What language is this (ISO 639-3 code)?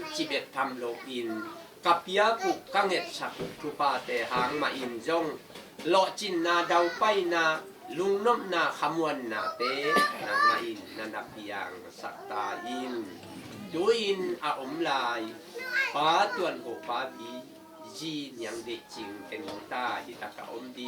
ctd